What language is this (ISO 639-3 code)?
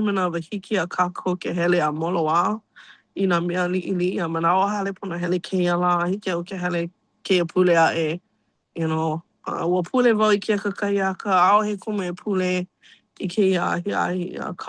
haw